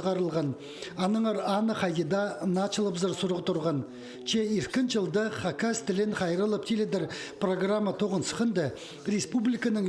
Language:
Khakas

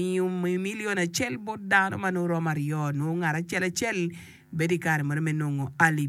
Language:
Acoli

